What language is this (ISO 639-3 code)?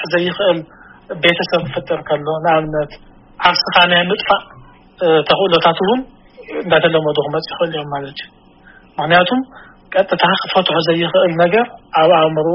tir